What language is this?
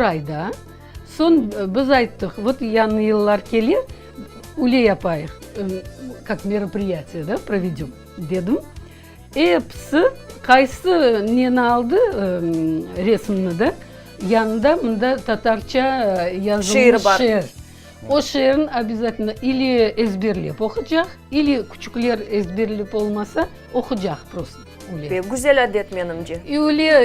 Crimean Tatar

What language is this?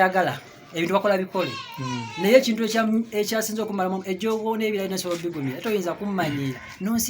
Ganda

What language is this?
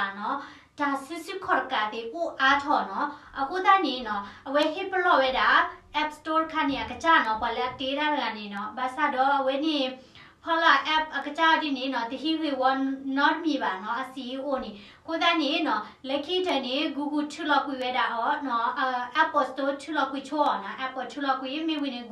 S'gaw Karen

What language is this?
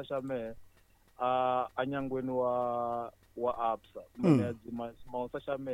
Tsonga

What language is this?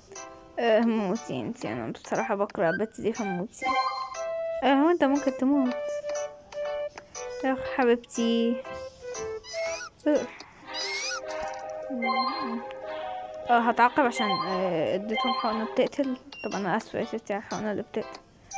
Egyptian Arabic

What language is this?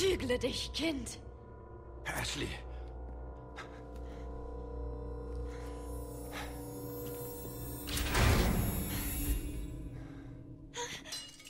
German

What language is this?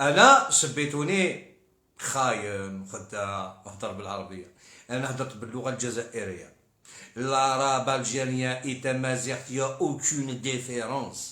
Algerian Arabic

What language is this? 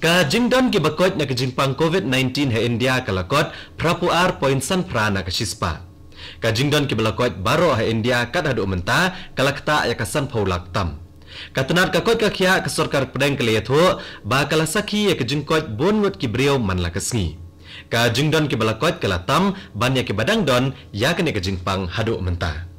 Khasi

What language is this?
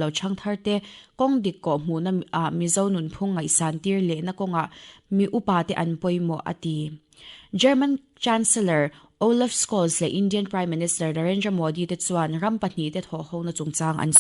Mizo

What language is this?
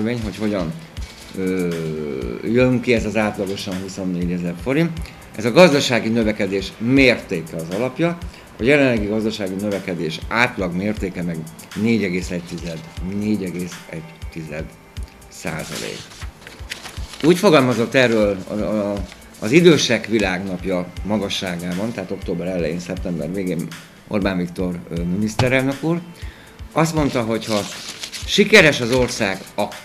Hungarian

